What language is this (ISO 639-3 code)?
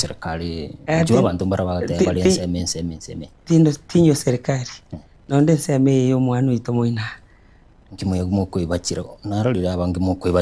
guz